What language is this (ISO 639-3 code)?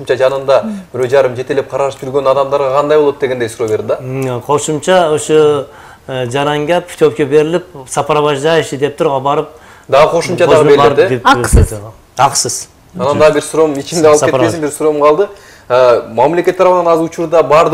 kir